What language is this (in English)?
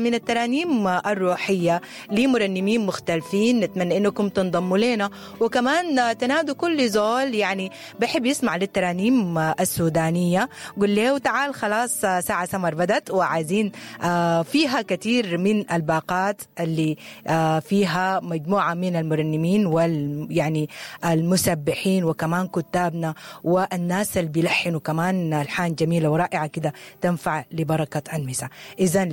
Sudanese Arabic